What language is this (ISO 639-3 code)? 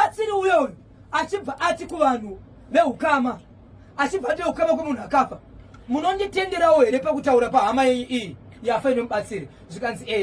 sna